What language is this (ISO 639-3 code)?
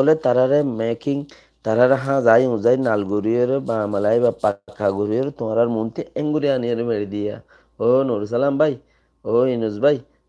rhg